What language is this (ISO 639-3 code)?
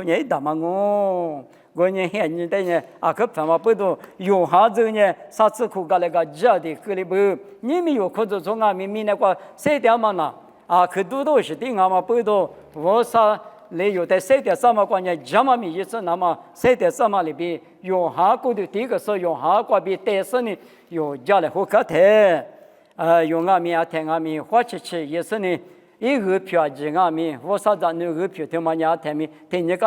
lis